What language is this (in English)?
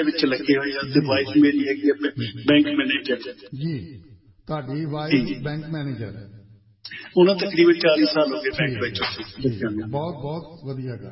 Punjabi